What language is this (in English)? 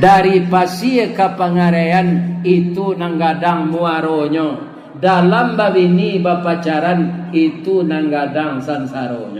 Minangkabau